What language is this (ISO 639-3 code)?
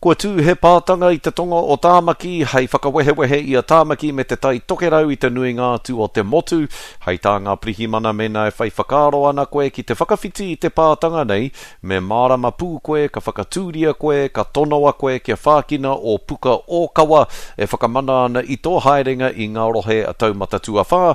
mri